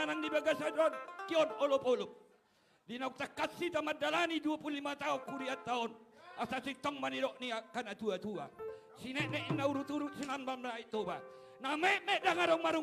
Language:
Batak Toba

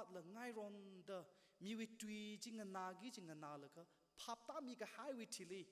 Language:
Tangkhul Naga (India)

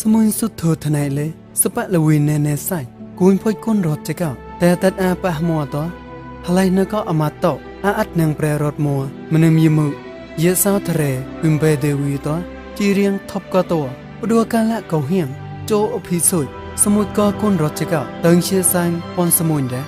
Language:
Mon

